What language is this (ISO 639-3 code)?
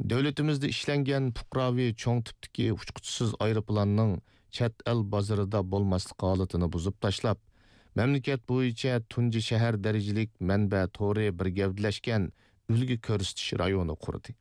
uig